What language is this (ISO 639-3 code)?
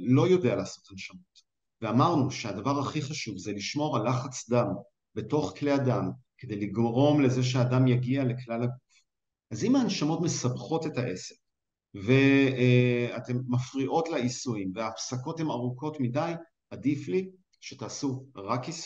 heb